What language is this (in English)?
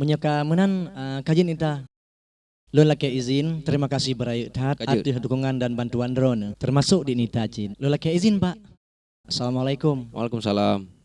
Achinese